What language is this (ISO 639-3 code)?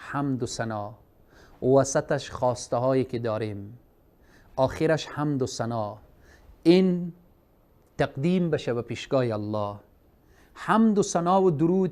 fas